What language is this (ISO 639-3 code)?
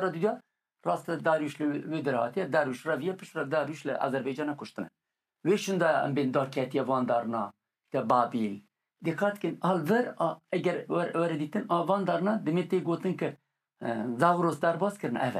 kur